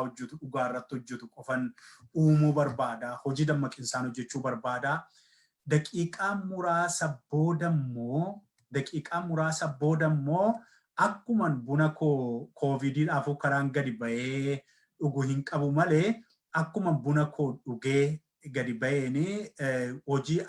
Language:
Oromo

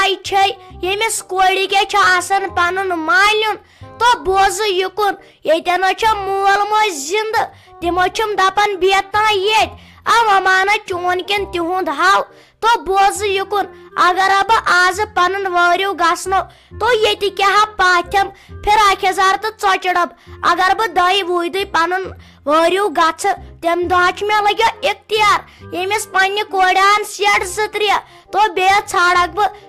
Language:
Kashmiri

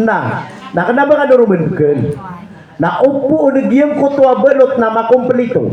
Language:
Maranao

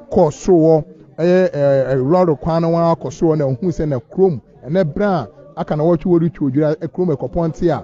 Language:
Akan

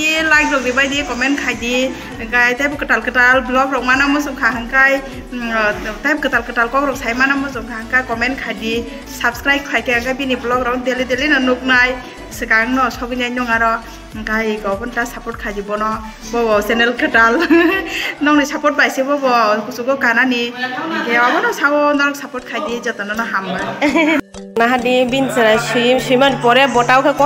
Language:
Kok Borok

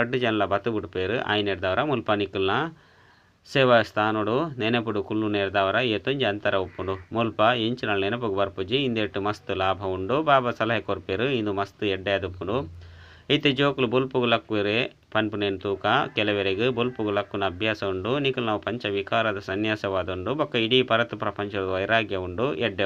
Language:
Tulu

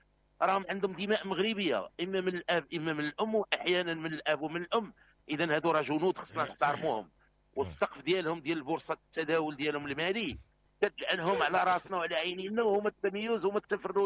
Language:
Moroccan Arabic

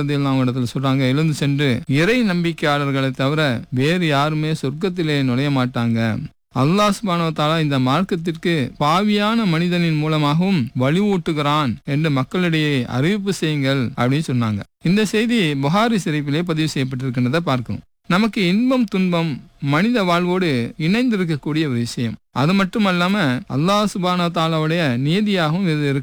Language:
Tamil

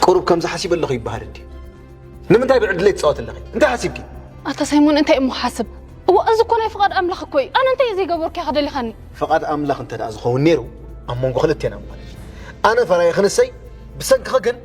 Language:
Tigrinya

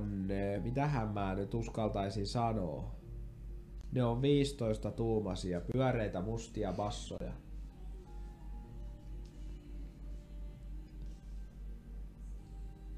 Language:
Finnish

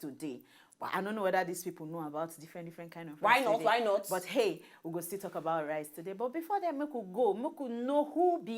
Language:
Nigerian Pidgin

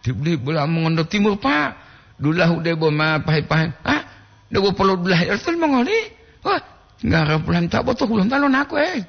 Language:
Gorontalo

